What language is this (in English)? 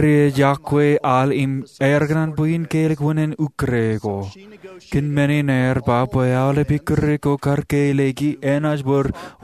Marshallese